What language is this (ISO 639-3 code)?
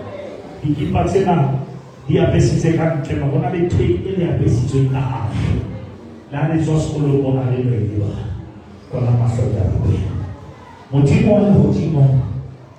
sot